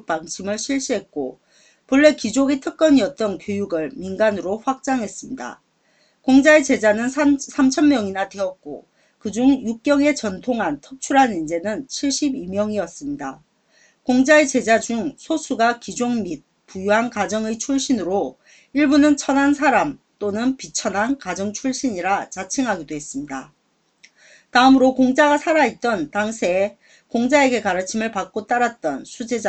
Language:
Korean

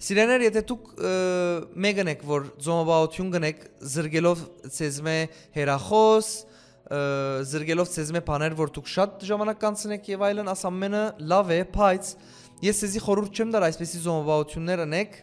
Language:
Western Armenian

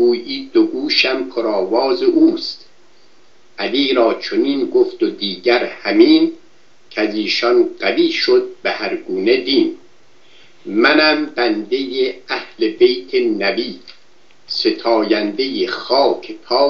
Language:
Persian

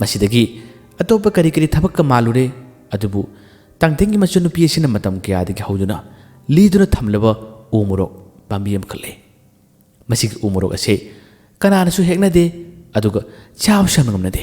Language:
Manipuri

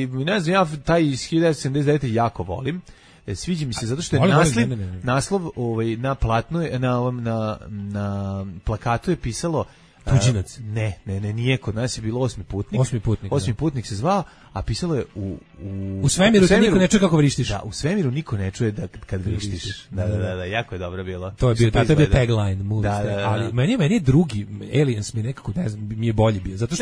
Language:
Serbian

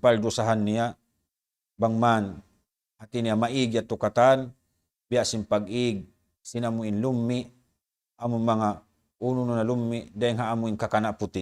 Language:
Tausug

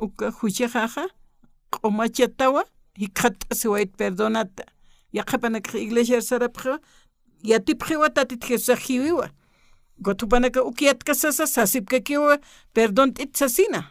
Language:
Aymara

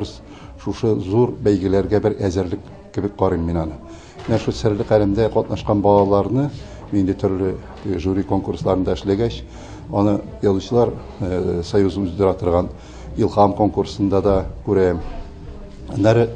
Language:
Tatar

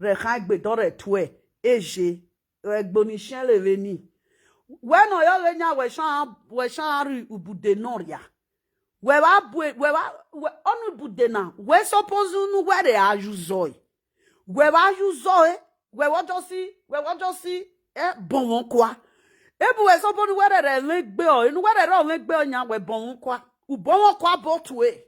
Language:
Nigerian Pidgin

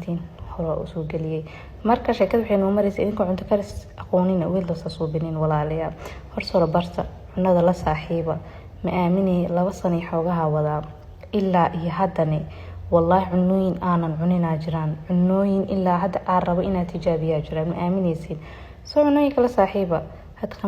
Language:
Somali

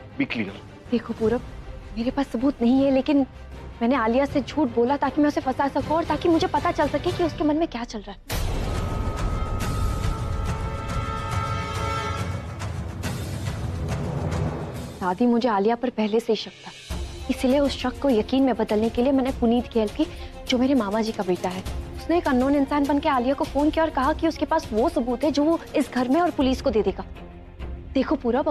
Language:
Hindi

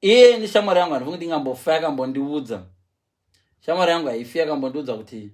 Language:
Shona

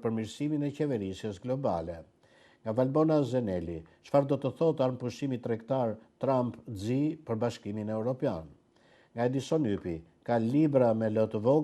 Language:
Albanian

